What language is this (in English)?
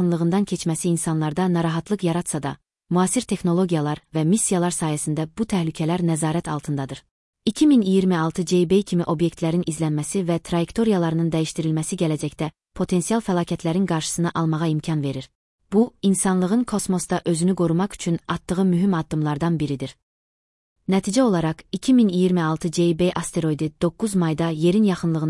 Azerbaijani